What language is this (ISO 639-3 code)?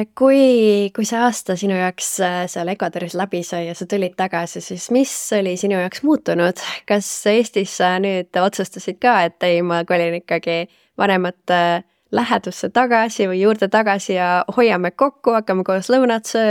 est